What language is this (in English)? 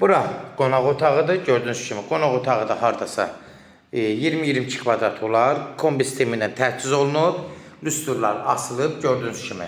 Azerbaijani